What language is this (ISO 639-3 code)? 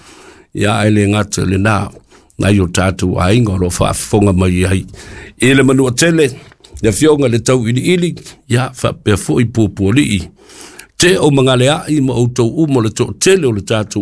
smo